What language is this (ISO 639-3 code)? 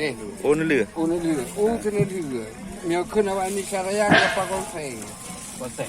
ace